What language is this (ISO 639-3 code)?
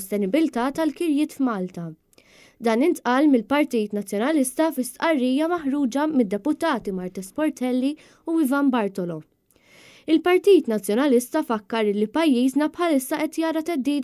mlt